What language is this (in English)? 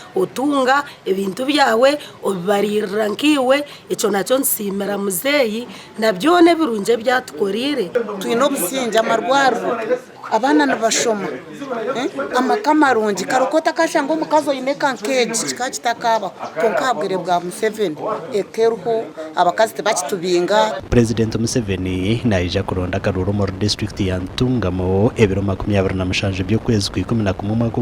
Nyankole